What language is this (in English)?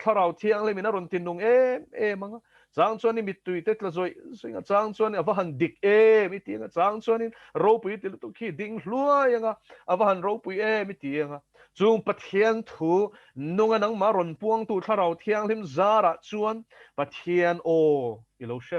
Mizo